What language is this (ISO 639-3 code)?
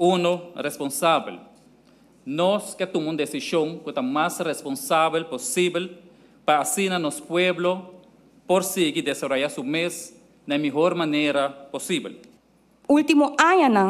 pap